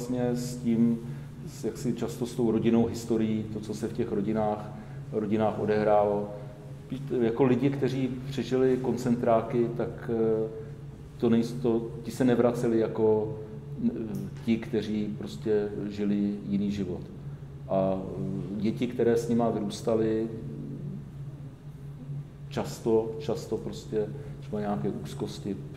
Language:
Czech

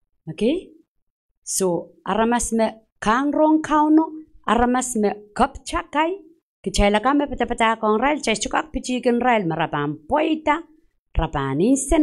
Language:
Pohnpeian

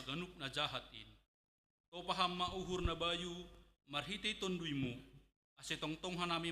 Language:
Batak Simalungun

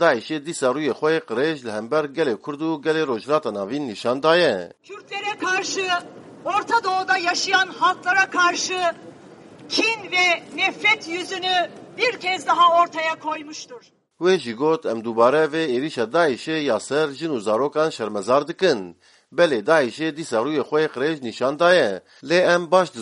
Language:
Kurdish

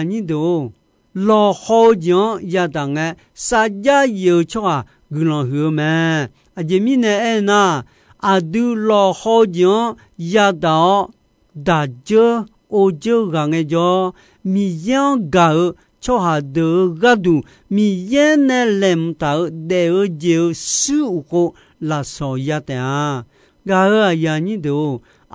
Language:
Akha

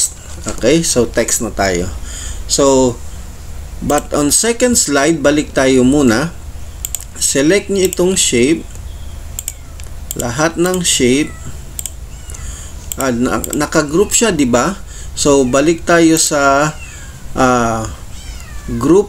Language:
Filipino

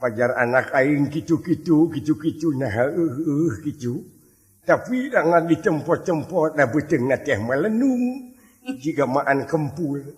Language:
Sundanese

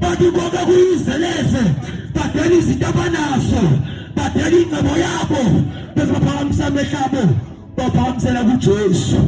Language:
Zulu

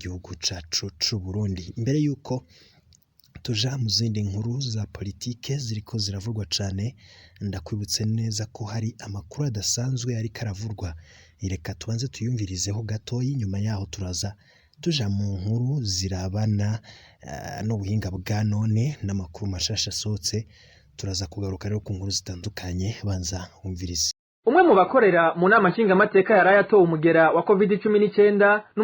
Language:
Rundi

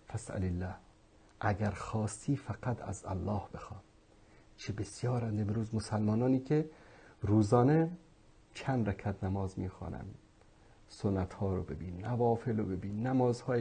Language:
Persian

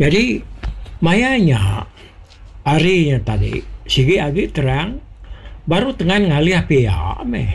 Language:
Iban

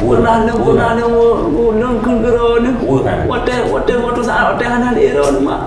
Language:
Achinese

